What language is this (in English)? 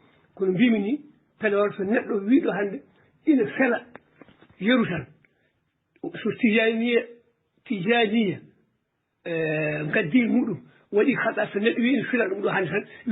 Fula